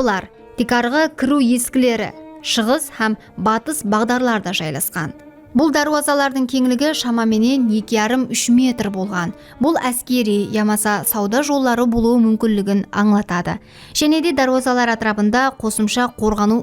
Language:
Kara-Kalpak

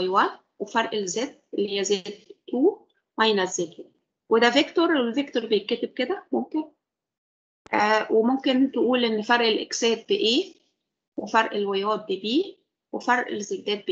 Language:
Egyptian Arabic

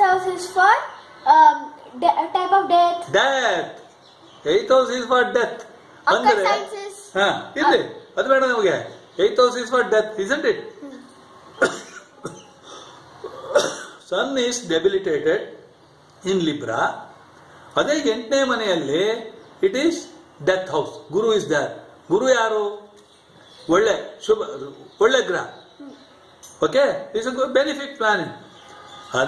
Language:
Kannada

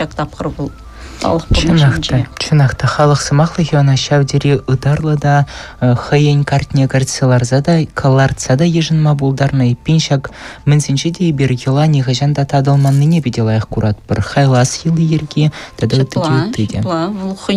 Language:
Chuvash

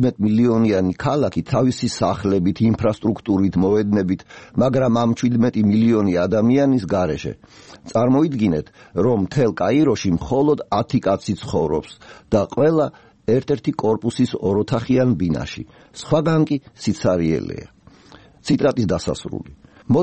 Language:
Georgian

